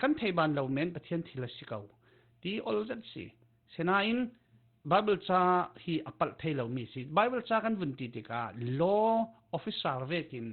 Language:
Falam Chin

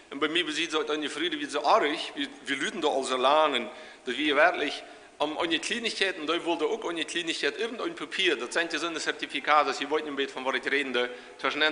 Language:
Plautdietsch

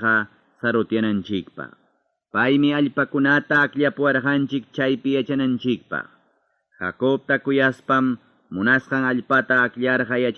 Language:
Ayacucho Quechua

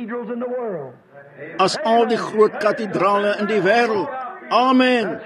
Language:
Afrikaans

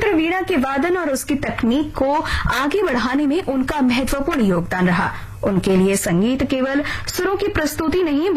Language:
Hindi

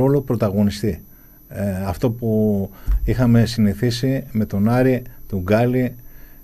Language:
Greek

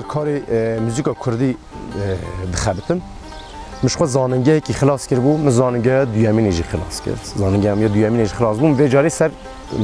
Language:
Kurdish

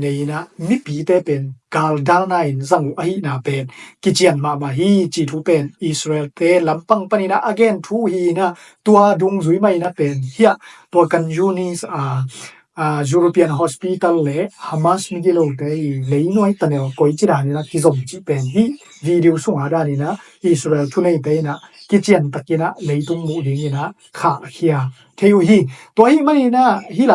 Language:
Tedim Chin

